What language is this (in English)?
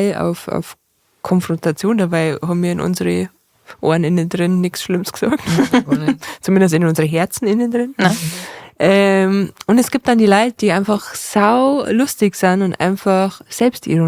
Bavarian